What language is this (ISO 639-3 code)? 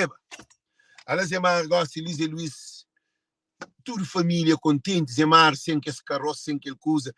kea